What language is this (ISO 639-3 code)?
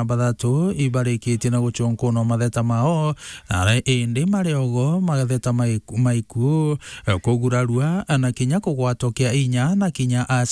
mer